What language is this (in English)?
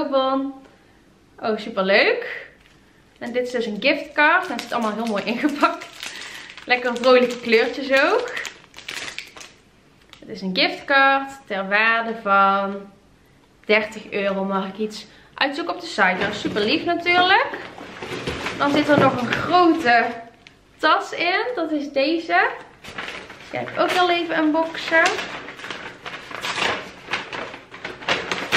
Dutch